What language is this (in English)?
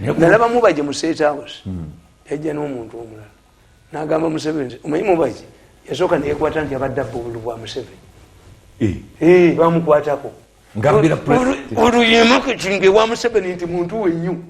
Ganda